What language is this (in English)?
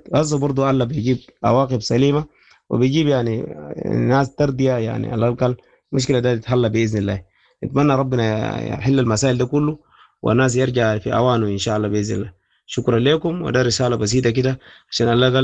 Sudanese Arabic